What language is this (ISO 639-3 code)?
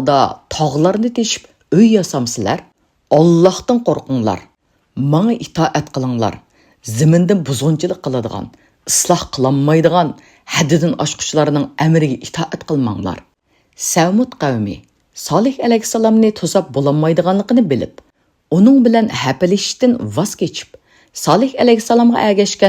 uig